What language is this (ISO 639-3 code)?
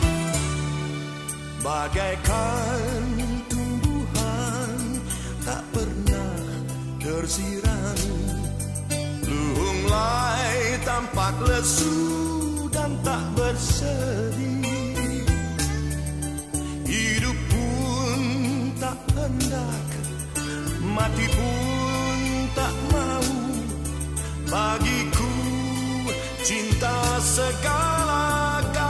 ind